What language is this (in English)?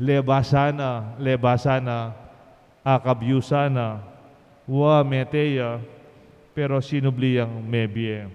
Pampanga